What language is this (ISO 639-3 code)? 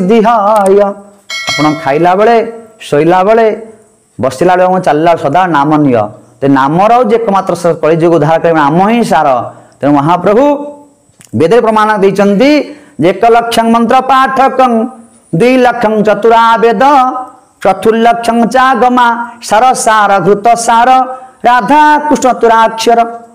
ori